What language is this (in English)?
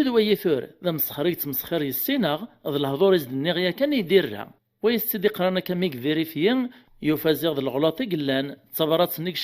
Kabyle